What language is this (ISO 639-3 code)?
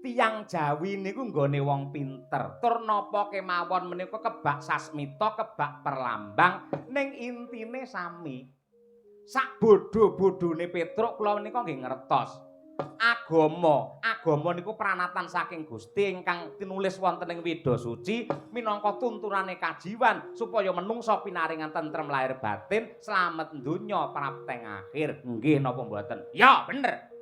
jav